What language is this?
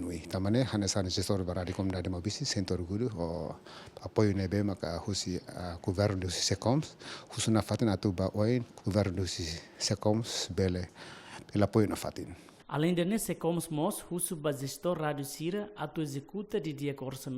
Tetum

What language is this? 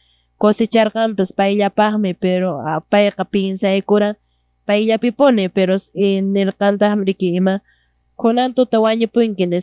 Quechua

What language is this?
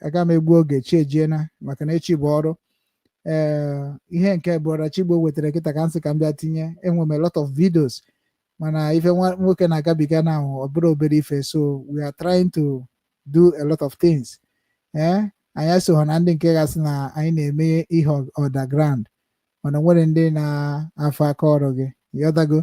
Igbo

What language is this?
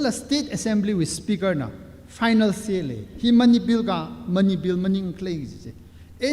Tangkhul Naga (India)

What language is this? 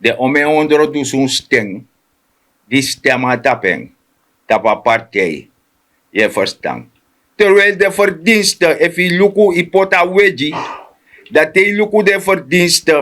Sranan Tongo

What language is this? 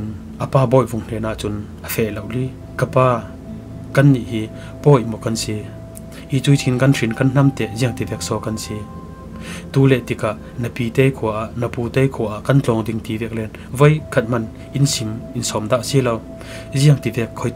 Falam Chin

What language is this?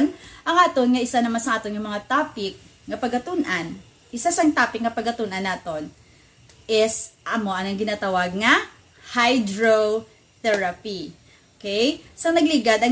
Hiligaynon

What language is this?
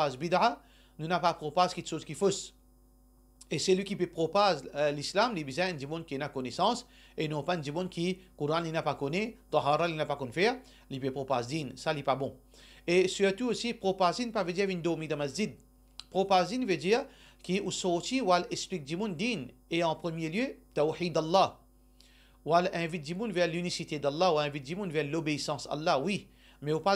Morisyen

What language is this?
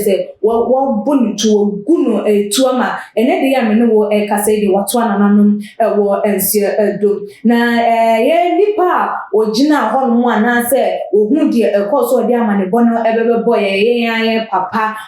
Akan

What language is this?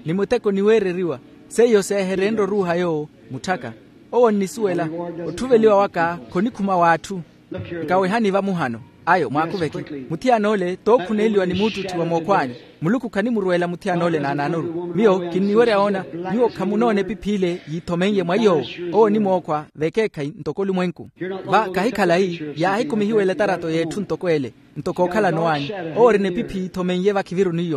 Makhuwa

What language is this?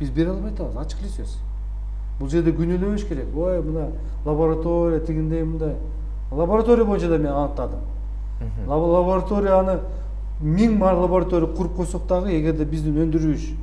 Kyrgyz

